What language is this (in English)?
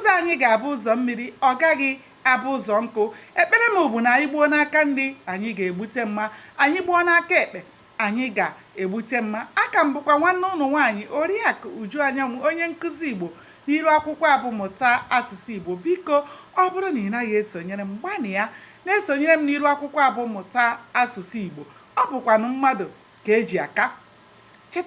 Igbo